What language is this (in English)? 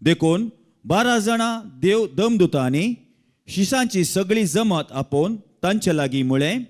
Konkani